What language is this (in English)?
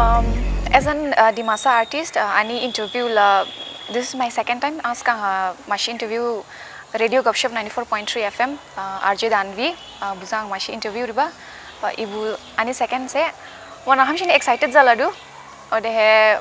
Dimasa